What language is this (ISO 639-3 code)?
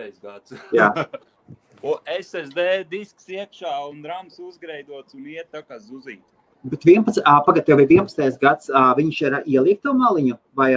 lav